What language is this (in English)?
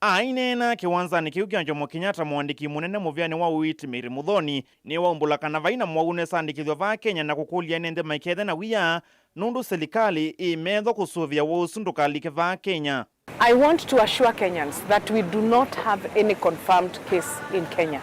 Kamba